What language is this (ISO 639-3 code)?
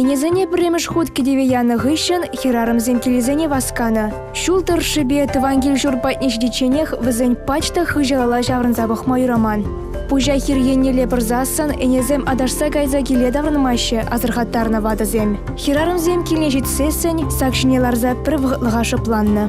chv